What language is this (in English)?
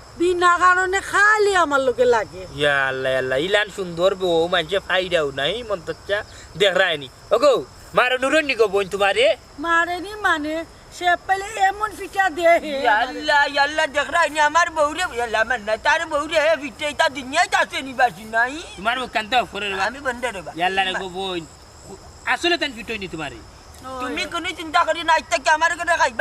Sylheti